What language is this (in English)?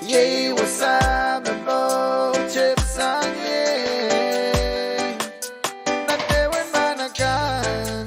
Pohnpeian